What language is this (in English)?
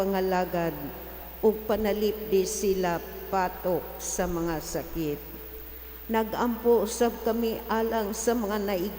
Cebuano